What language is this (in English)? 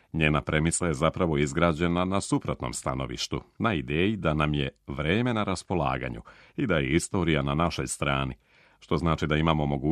Serbian